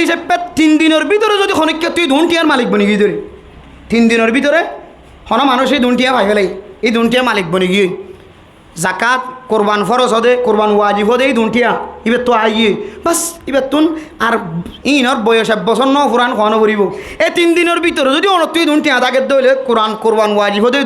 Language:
Rohingya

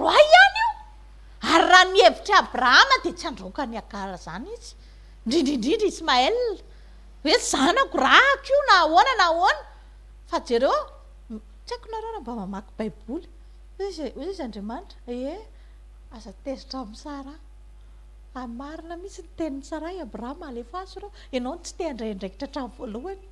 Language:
Malagasy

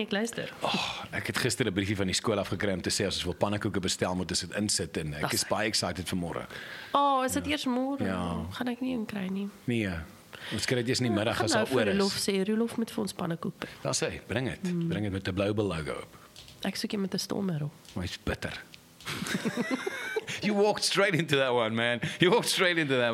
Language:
Afrikaans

